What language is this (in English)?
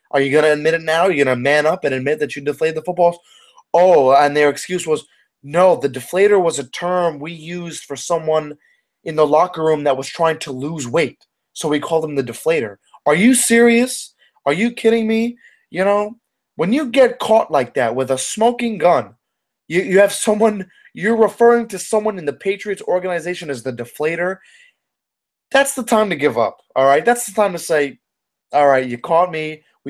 English